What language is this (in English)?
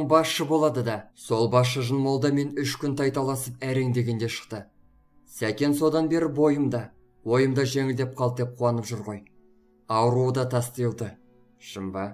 Kazakh